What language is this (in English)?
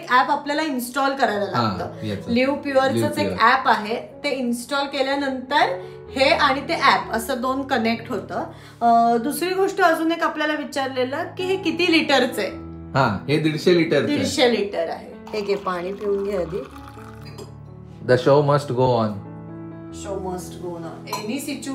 Marathi